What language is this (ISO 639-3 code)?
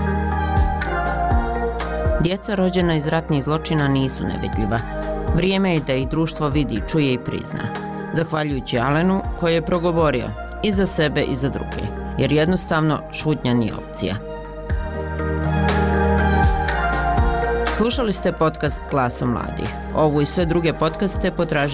bos